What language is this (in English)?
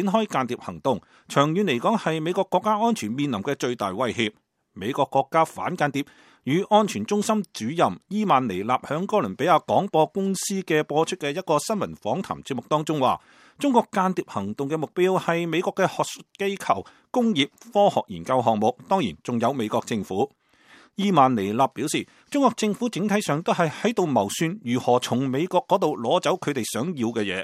Cantonese